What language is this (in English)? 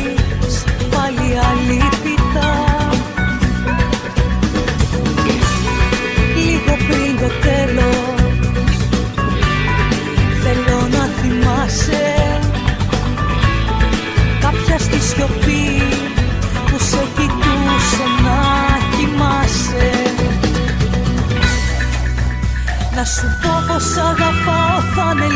Greek